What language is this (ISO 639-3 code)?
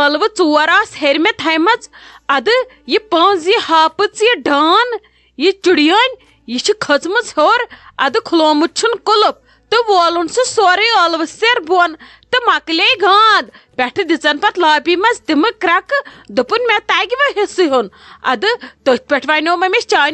kas